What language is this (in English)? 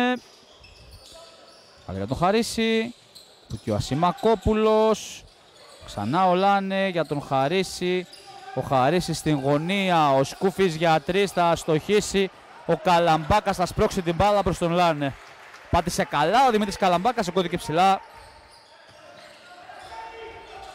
Greek